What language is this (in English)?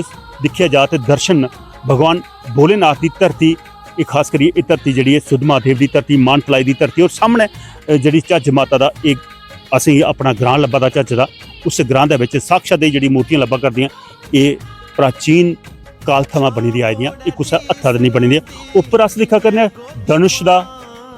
Dogri